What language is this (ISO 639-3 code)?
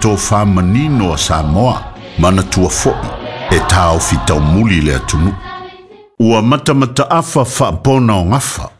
smo